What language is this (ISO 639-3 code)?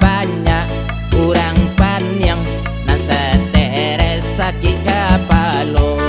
min